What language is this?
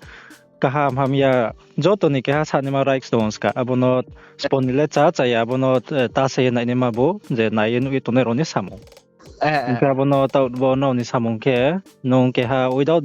Riang (India)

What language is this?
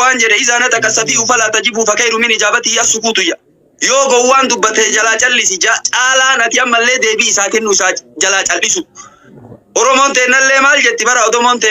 Oromo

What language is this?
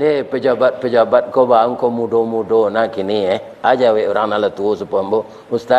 Minangkabau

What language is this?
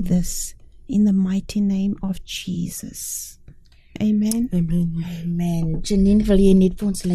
Afrikaans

